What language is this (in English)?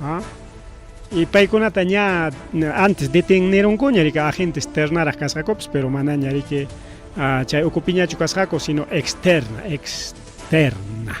Ayacucho Quechua